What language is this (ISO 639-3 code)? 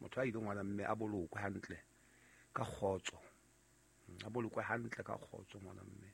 sot